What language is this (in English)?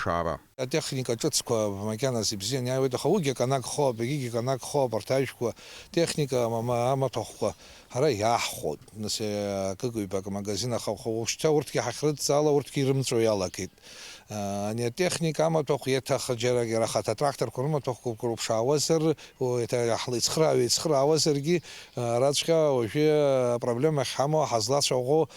Abkhazian